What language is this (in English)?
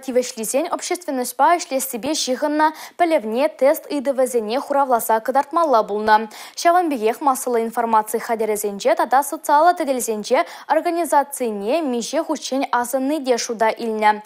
Chuvash